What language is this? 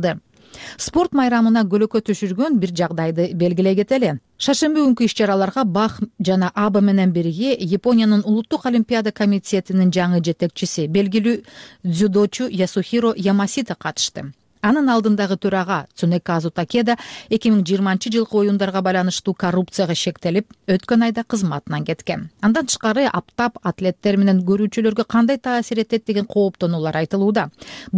Kyrgyz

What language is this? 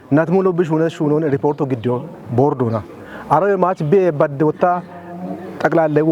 Kafa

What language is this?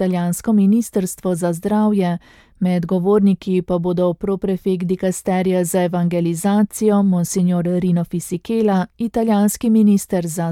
Slovenian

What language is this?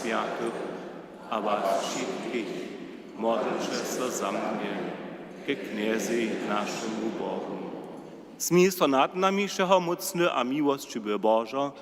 Upper Sorbian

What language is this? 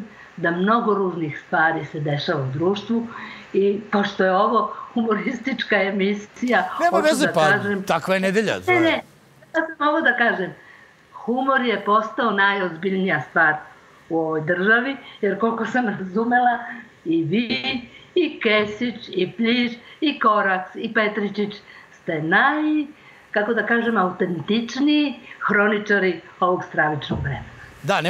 Serbian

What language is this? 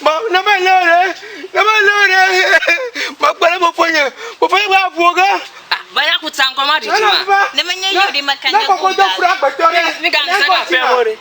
Ewe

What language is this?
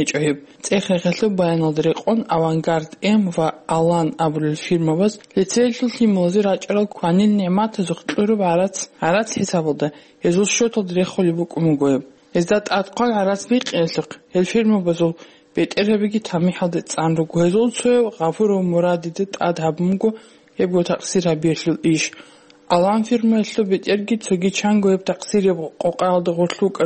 Avaric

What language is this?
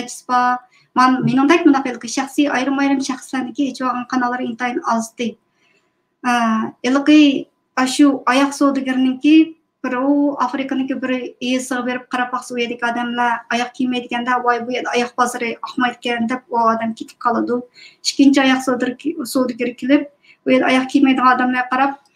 Uyghur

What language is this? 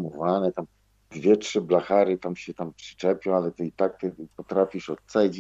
Polish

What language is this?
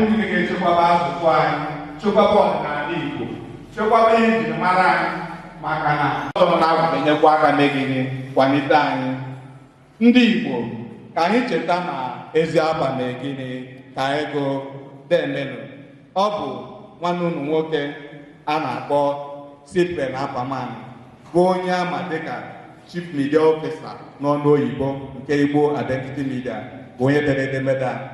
Igbo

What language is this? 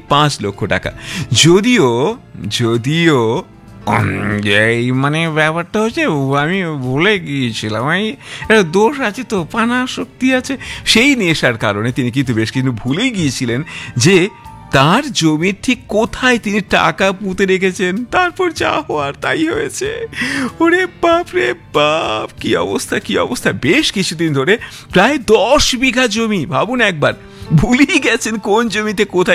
Bangla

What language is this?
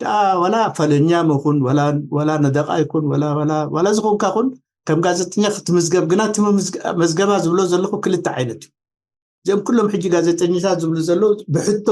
Tigrinya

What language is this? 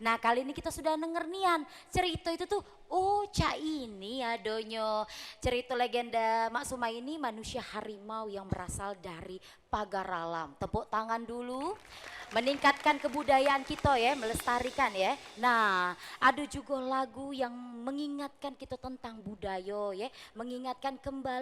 Musi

